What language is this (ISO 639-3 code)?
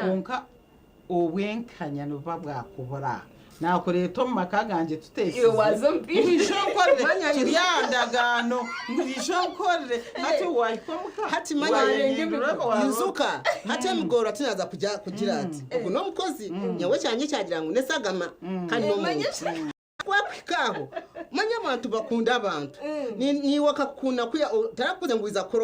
nyn